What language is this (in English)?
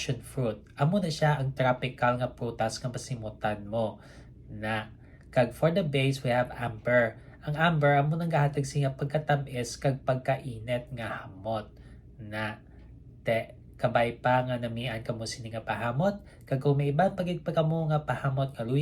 Hiligaynon